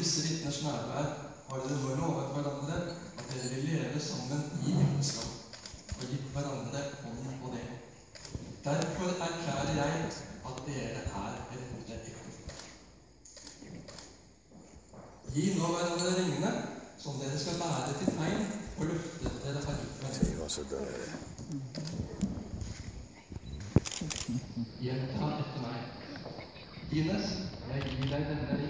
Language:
Norwegian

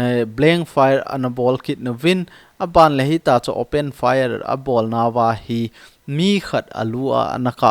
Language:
Thado Chin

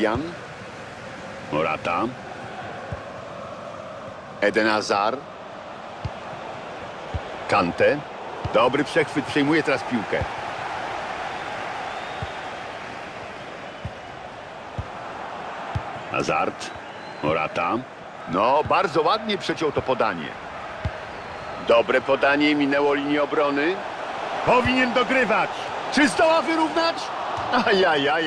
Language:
Polish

